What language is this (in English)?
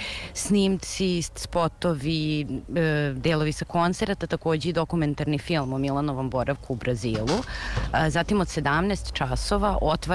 Serbian